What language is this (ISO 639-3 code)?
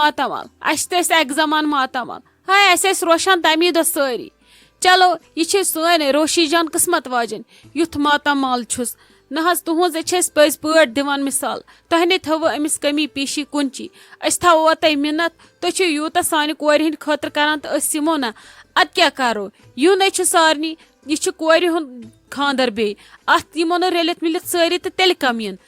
kas